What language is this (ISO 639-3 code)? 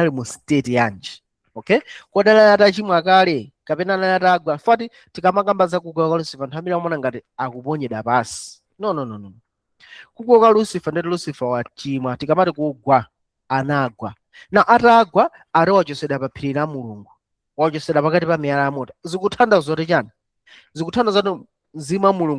nya